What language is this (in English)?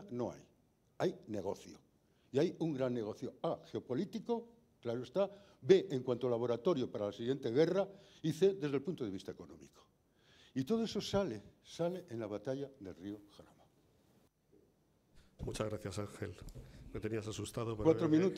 Spanish